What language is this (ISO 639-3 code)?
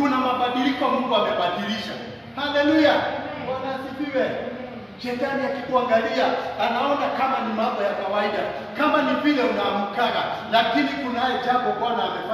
swa